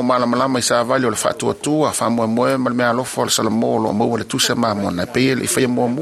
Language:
Samoan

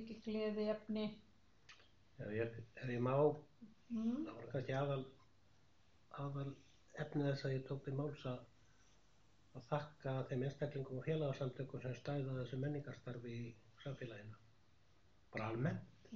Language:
Icelandic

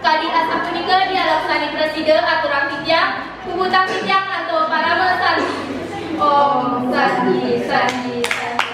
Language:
Balinese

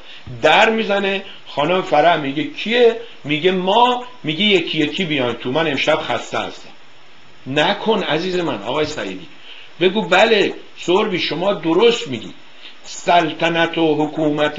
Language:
Persian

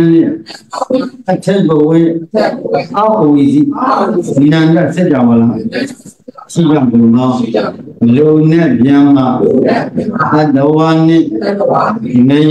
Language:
Burmese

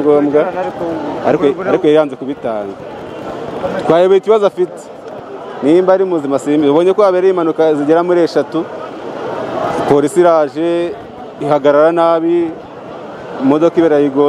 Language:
Kinyarwanda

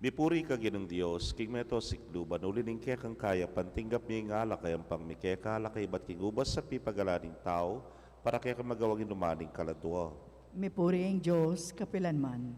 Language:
Pampanga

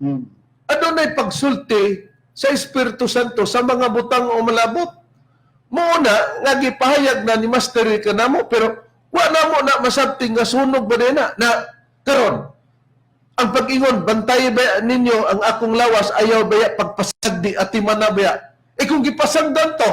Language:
Cebuano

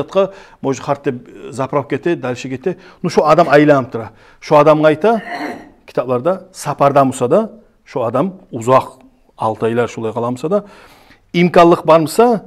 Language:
Kumyk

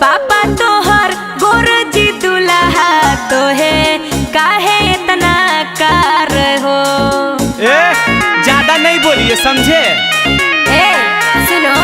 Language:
Magahi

